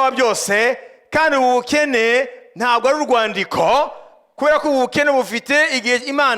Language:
Kinyarwanda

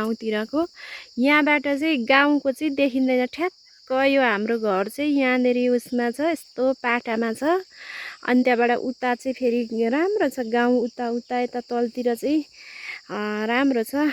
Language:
Nepali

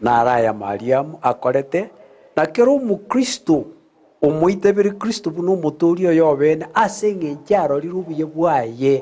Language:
Gusii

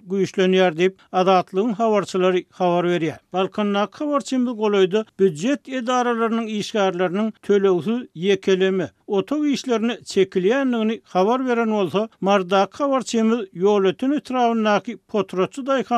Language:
Turkmen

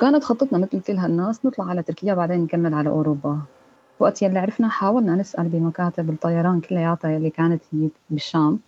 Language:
North Levantine Arabic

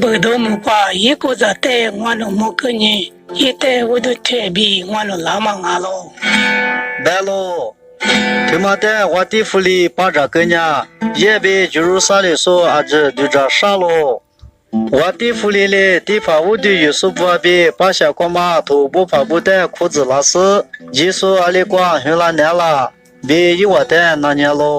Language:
Lisu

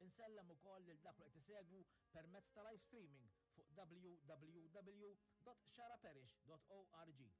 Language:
Maltese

